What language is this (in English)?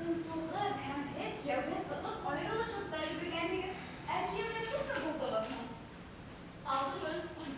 Bashkir